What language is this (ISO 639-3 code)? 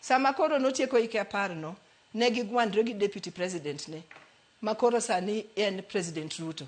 luo